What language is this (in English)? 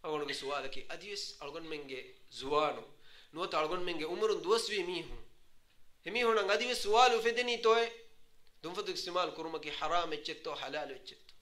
Divehi